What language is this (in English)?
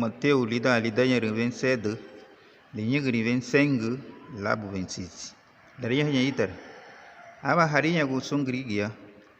Garifuna